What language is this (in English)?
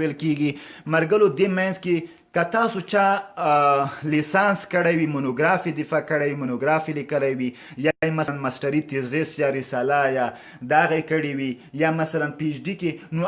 Pashto